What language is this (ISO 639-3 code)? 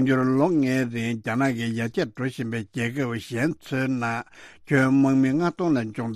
bod